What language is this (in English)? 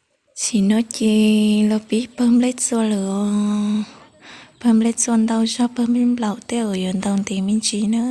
Hmong